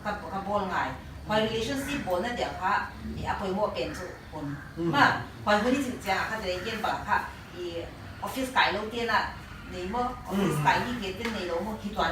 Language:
Paite Chin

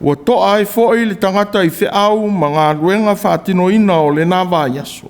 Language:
Samoan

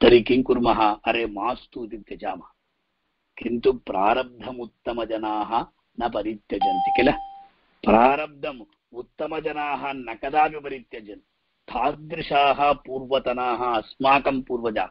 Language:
Sanskrit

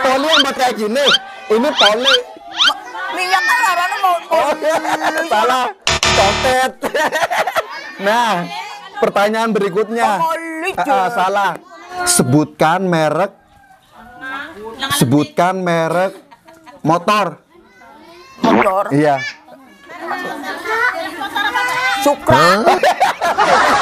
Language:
Indonesian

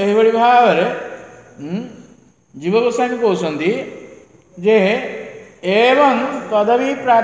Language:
Odia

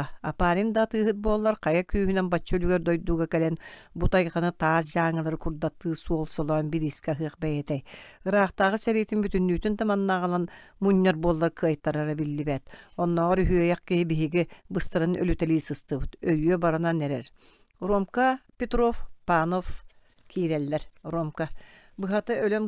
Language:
Yakut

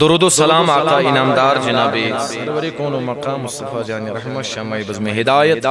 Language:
Kashmiri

